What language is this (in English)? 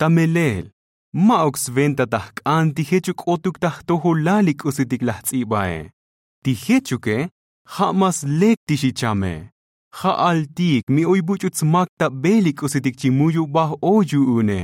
Tzotzil